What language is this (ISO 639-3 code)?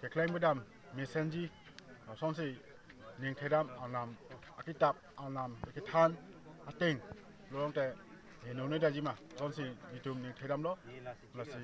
mjw